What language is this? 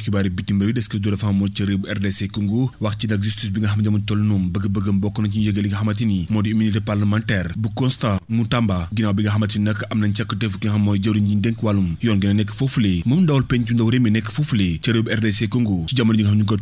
Wolof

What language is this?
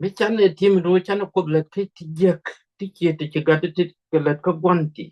Nuer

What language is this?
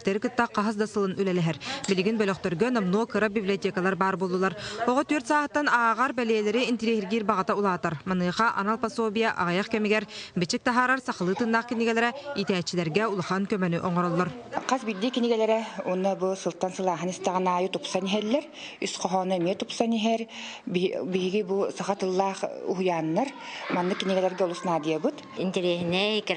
Yakut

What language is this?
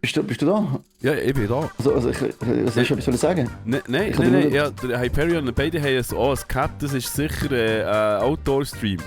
Swiss German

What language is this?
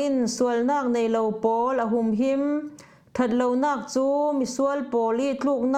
Falam Chin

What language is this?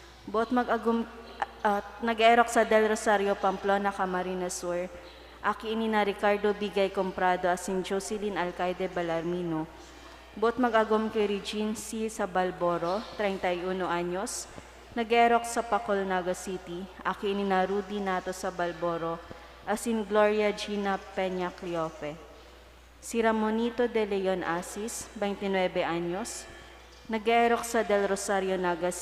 Bikol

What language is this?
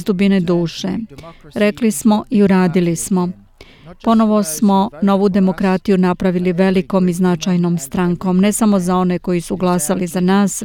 Serbian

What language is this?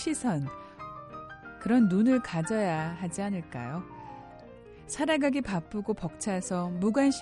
Korean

